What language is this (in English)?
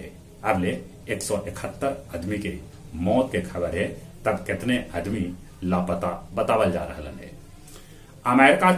Magahi